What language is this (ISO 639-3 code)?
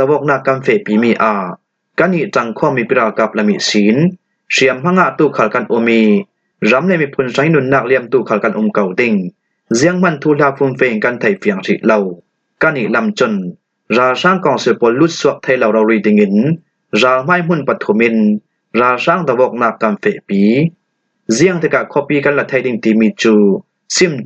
cfm